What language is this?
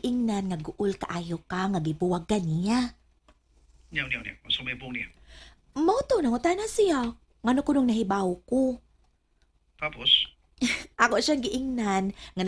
Cebuano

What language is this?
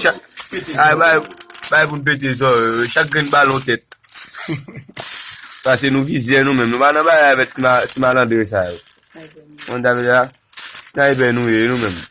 Haitian Creole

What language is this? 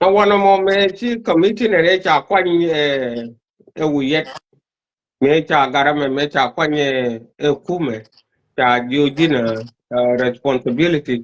Nuer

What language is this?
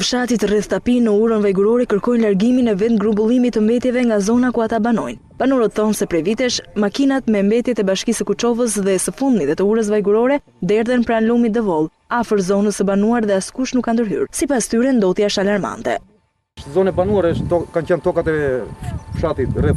Albanian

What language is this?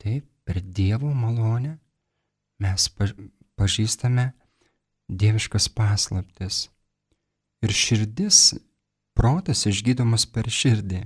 Lithuanian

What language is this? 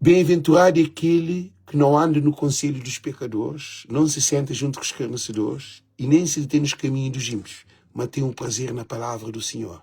Kabuverdianu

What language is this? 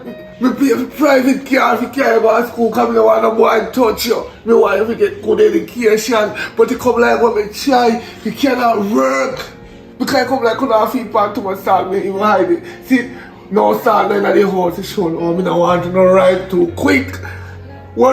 Jamaican Creole English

